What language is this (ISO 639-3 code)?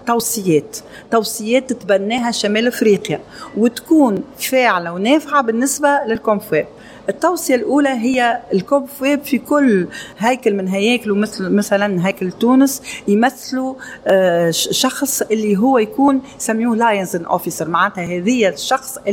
aeb